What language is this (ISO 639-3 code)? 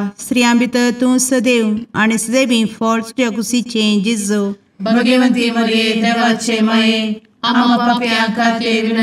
kok